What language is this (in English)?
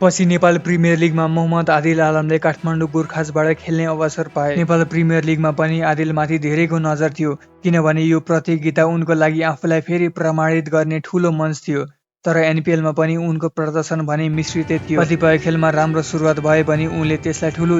Nepali